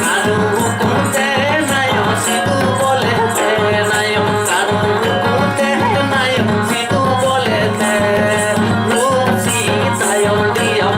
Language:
Santali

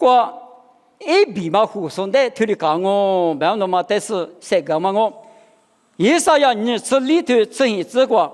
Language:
Lisu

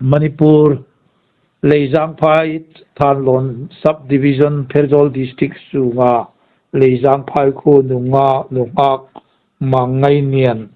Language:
Hmar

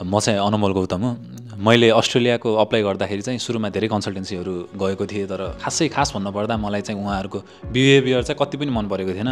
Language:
Nepali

